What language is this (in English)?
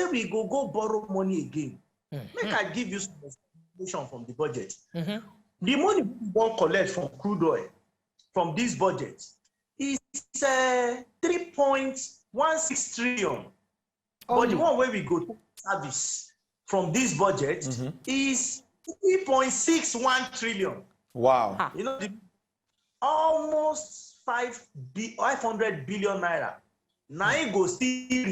Nigerian Pidgin